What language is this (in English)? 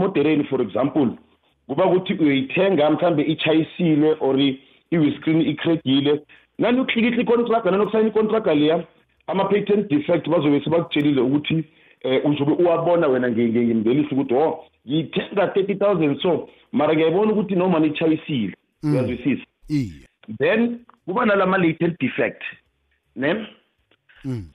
South Ndebele